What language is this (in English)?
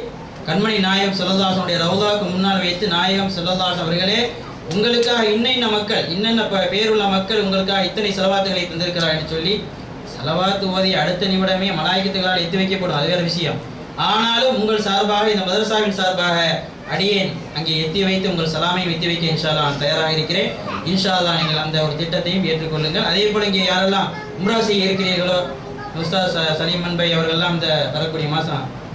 Tamil